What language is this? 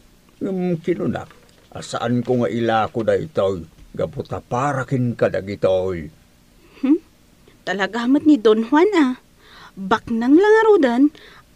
Iloko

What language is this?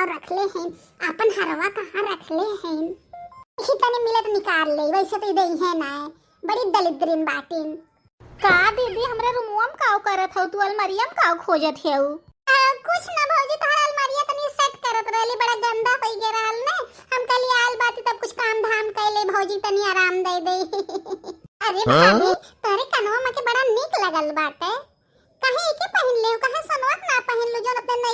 Bhojpuri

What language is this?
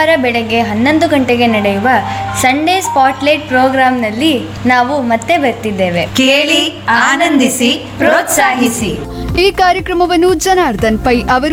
Kannada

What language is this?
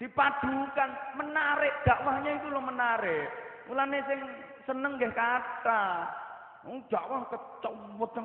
Javanese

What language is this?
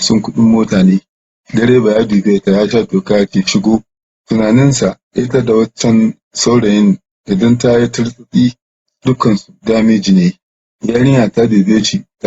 Hausa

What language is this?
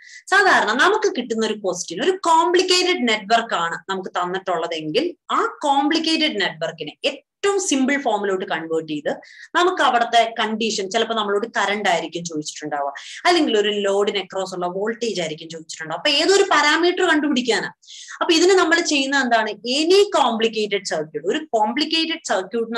Malayalam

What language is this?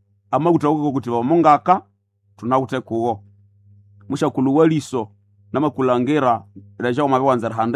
Nande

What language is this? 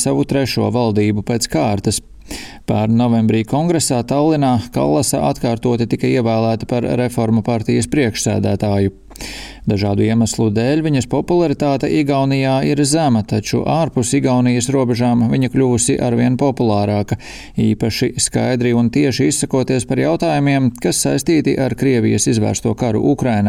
Latvian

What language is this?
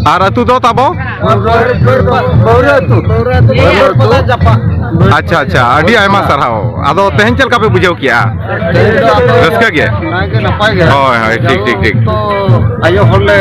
Santali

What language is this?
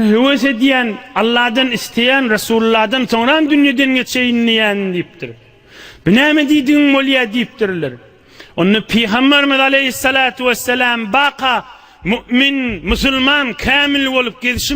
Turkmen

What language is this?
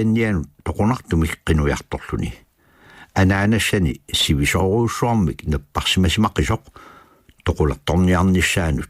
Kalaallisut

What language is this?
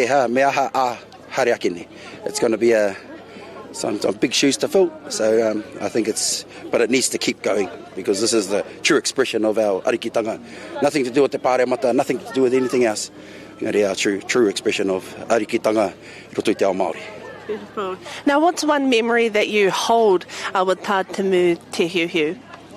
Māori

